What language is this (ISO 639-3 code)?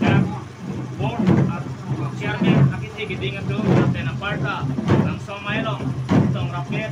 mjw